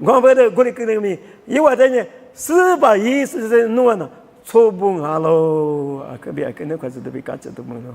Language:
Lisu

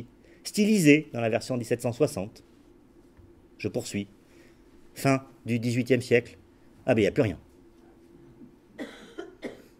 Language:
French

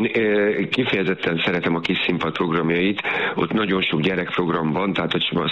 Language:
Hungarian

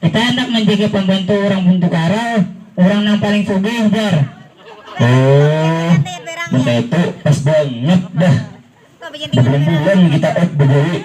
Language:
Banjar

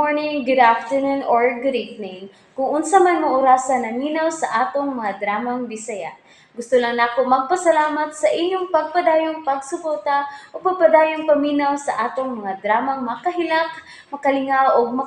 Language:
Cebuano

